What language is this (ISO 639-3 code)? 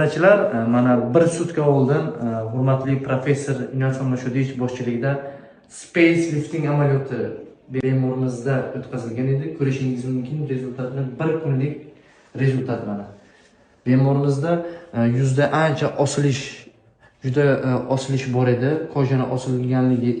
uzb